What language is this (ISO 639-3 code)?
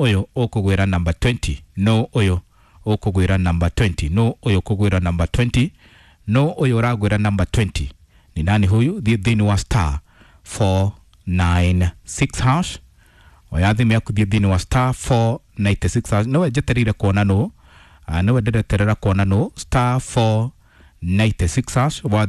kik